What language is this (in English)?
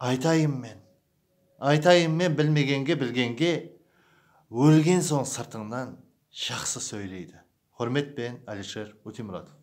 Kara-Kalpak